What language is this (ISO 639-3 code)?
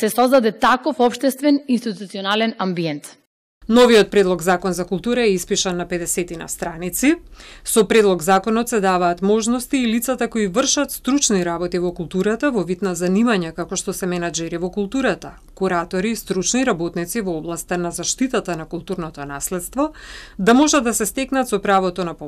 mkd